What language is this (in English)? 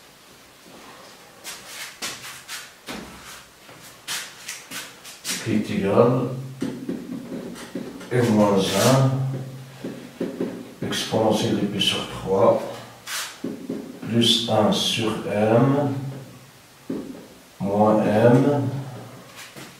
French